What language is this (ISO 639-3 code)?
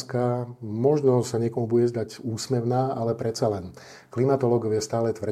slk